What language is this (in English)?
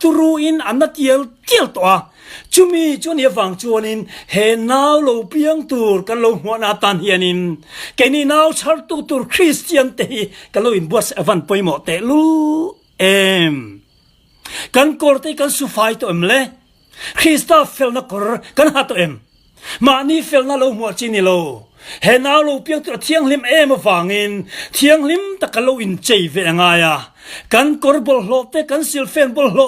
Mizo